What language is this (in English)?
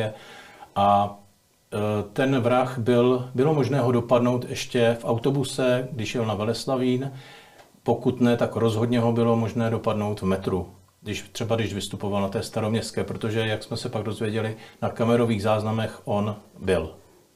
Czech